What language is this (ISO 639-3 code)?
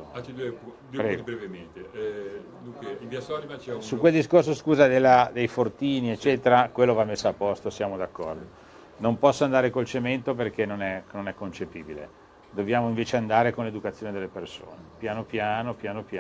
ita